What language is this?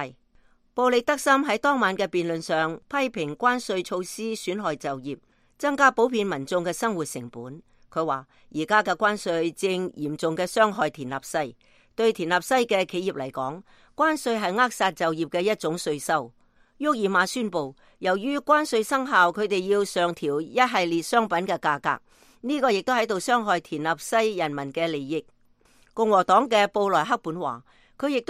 Cantonese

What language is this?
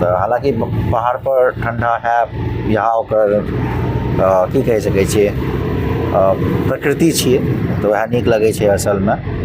Maithili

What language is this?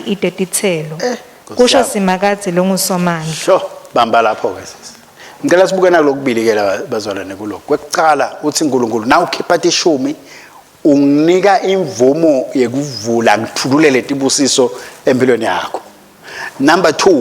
Swati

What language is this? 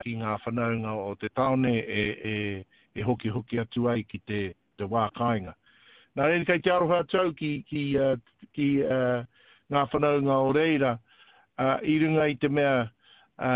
Māori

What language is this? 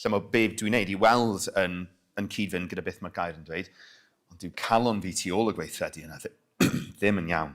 Welsh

